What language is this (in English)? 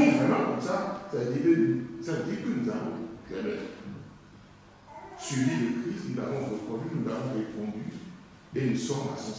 French